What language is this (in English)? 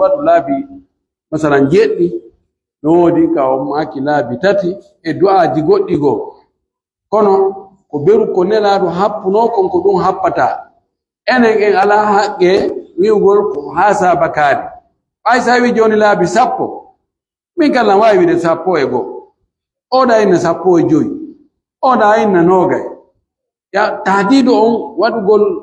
Pular